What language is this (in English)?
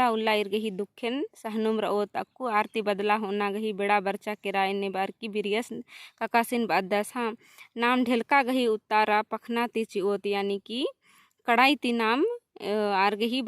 Kurukh